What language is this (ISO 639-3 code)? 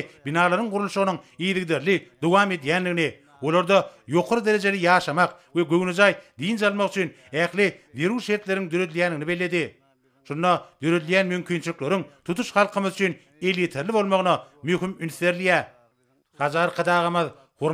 tuk